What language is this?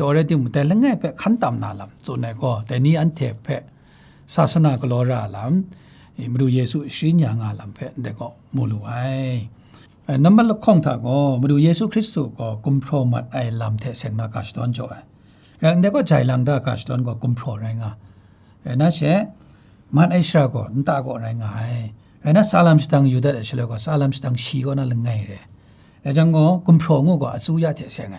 Kachin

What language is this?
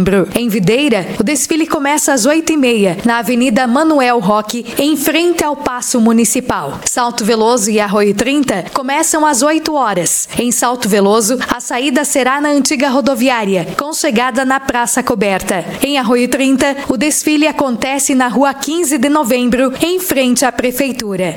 Portuguese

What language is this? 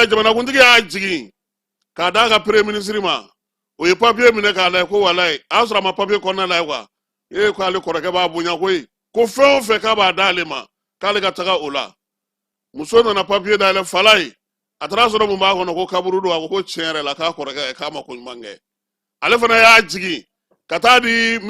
Bambara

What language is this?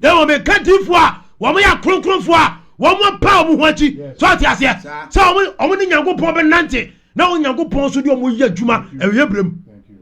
Akan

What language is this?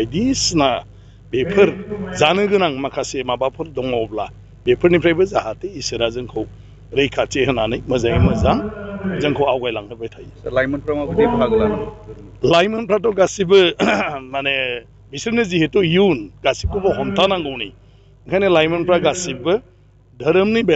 Bodo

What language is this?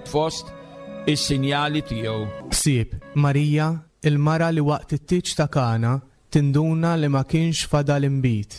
Maltese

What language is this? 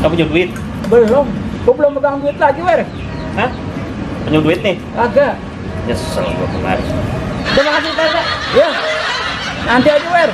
Betawi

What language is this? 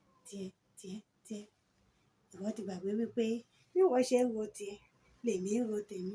Yoruba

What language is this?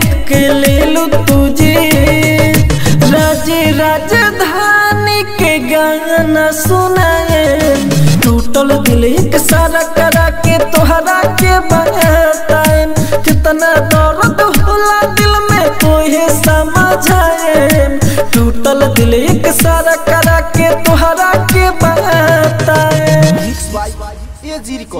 Bhojpuri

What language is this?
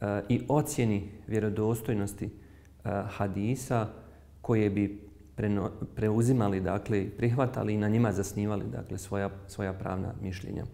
Bosnian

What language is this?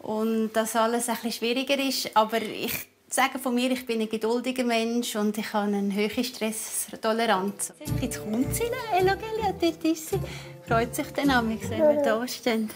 Swiss German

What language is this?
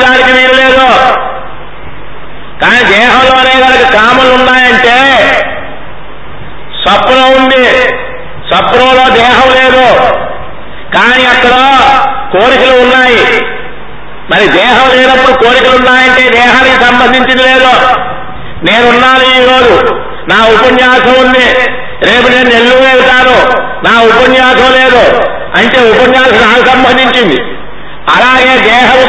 Telugu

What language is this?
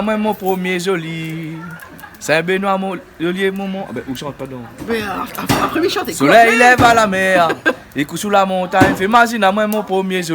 Réunion Creole French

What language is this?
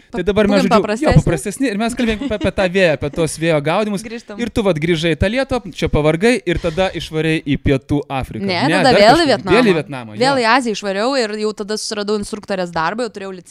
Lithuanian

